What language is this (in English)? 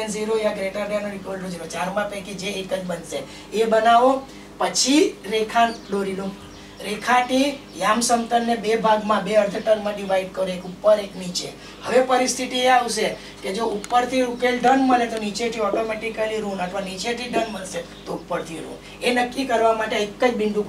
Gujarati